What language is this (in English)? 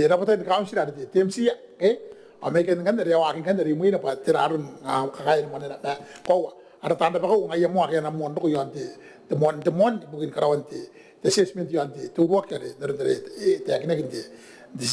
Gilbertese